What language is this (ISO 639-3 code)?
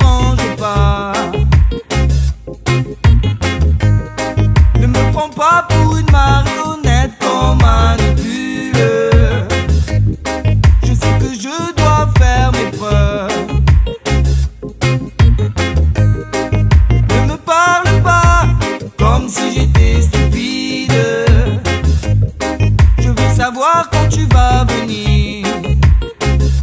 fra